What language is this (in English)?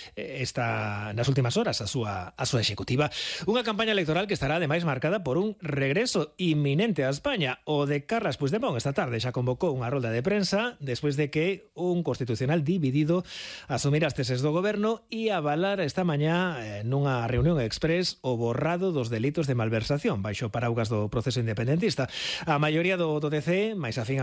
Galician